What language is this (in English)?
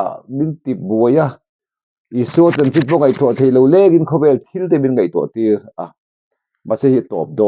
Mizo